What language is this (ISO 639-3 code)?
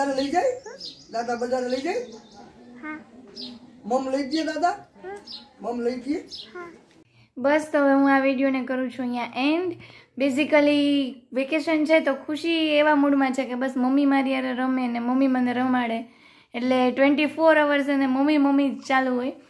guj